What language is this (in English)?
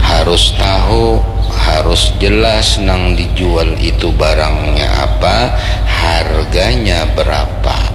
Banjar